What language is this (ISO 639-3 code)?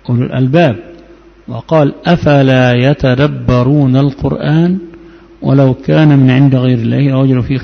ara